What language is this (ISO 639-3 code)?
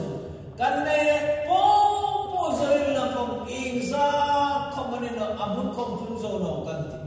hmr